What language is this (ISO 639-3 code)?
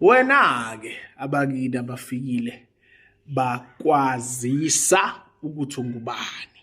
zul